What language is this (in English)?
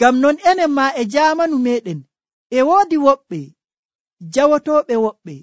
Nigerian Fulfulde